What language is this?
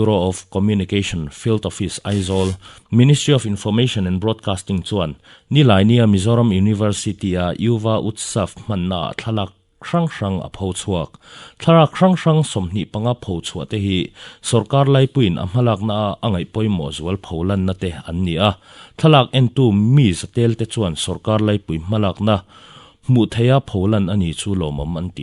Mizo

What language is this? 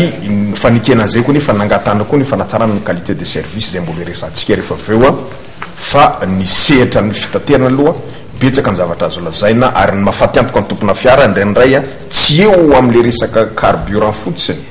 Malagasy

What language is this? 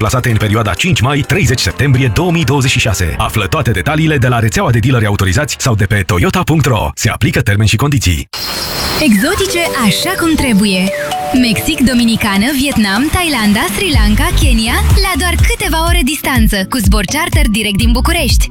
Romanian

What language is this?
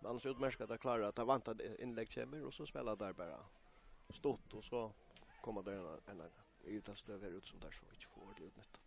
Faroese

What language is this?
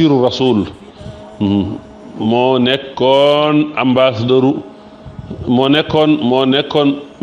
Wolof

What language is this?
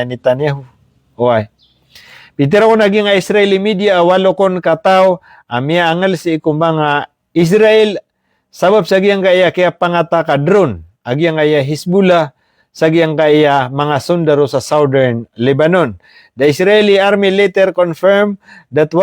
Maranao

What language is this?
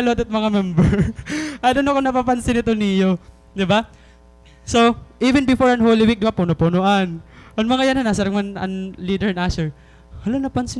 Waray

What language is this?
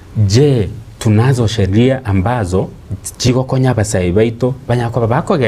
Gusii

